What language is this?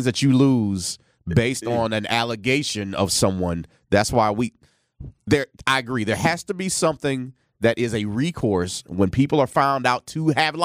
English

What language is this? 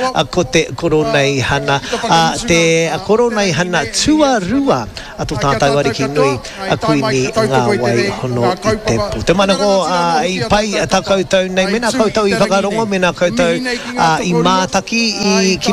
Māori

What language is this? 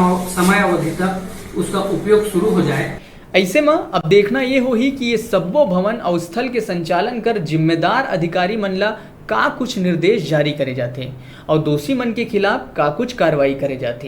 Chhattisgarhi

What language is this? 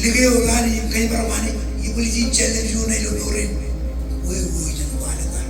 Marshallese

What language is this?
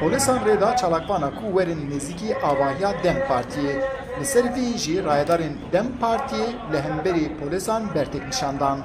Kurdish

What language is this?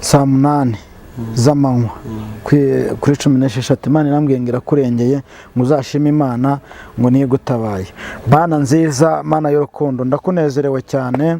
Kinyarwanda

